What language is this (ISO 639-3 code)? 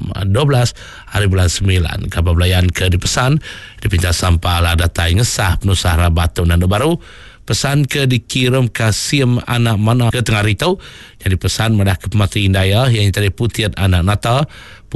iba